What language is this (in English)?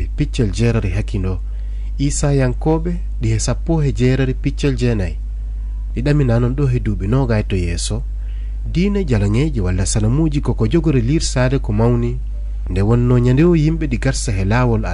Fula